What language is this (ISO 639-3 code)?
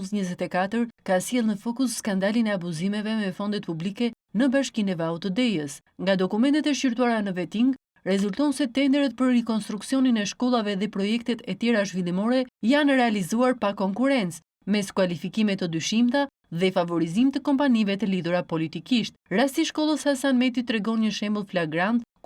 sqi